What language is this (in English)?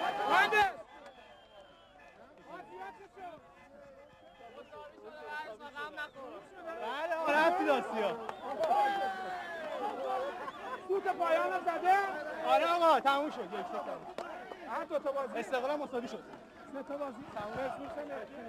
Persian